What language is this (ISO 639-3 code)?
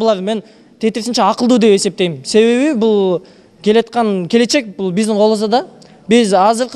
kir